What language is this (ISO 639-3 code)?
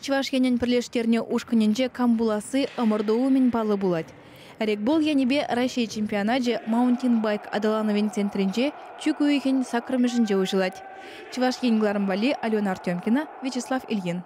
chv